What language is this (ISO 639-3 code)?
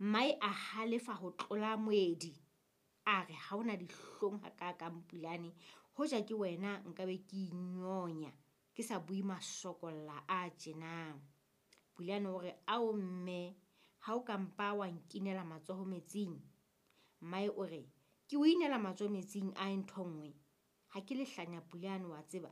sot